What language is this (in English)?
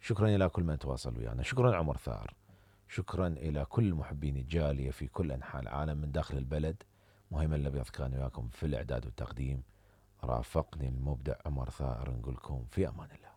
Mesopotamian Arabic